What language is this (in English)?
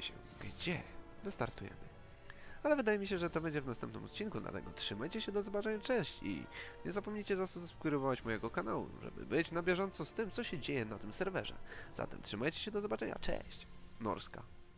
Polish